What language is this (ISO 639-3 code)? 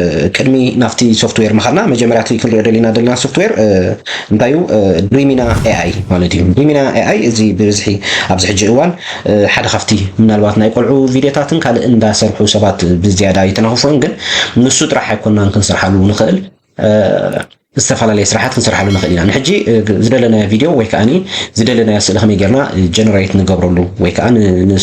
tir